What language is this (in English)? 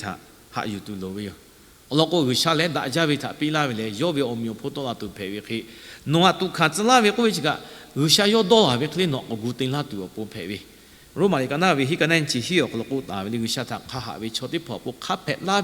Lahu